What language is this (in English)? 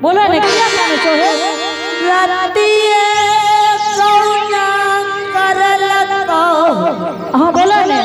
Angika